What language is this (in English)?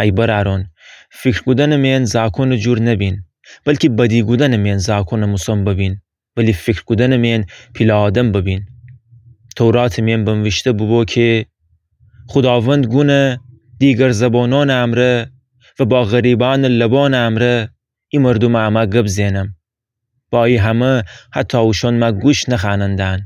Gilaki